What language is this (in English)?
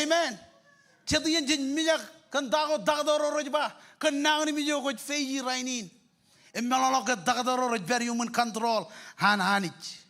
Marshallese